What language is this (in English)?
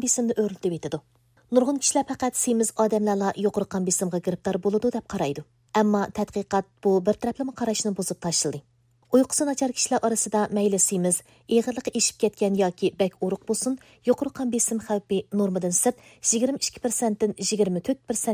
Uyghur